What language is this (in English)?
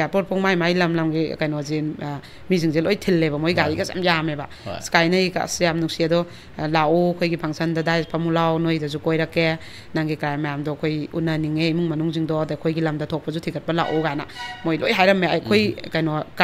Manipuri